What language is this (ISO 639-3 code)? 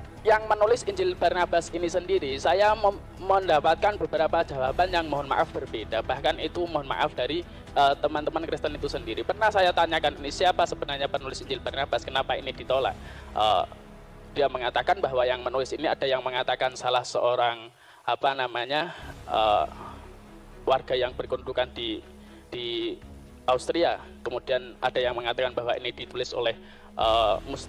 ind